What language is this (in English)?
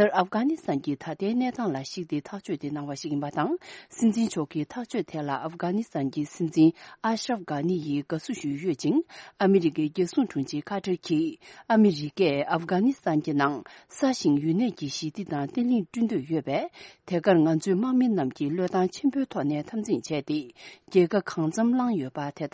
Tibetan